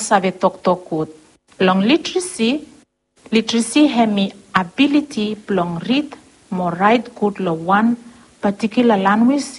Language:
Bislama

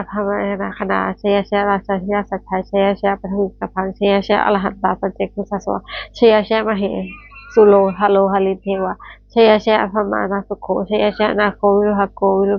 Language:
Pali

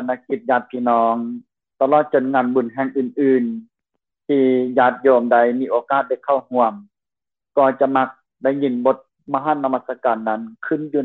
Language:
Lao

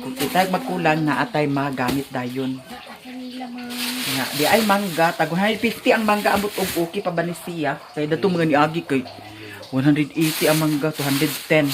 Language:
Cebuano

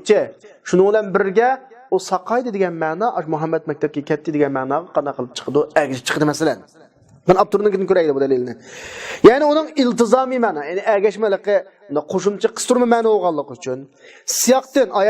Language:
Uyghur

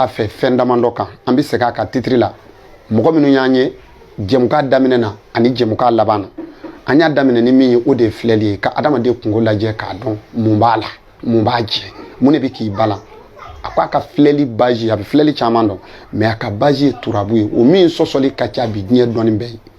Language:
Bambara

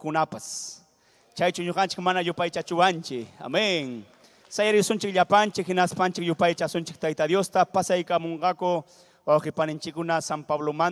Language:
Ayacucho Quechua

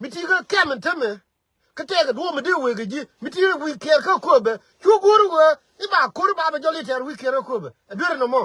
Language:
Nuer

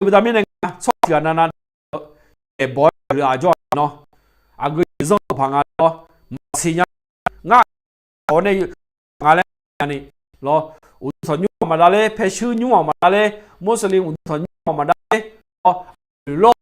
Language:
Akha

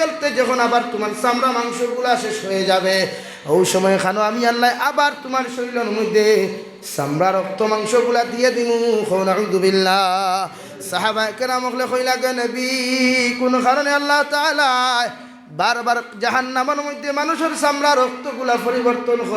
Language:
Sylheti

